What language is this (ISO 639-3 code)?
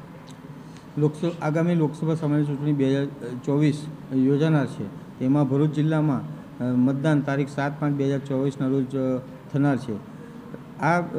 guj